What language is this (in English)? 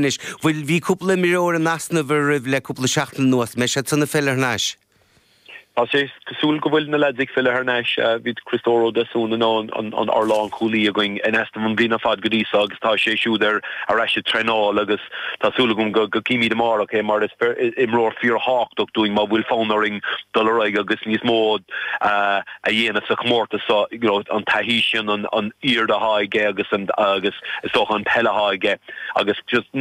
Irish